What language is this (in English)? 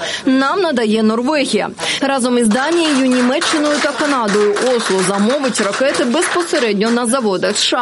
Ukrainian